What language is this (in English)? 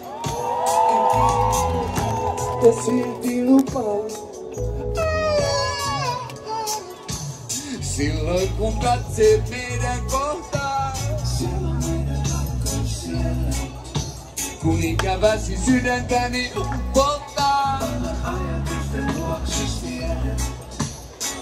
Finnish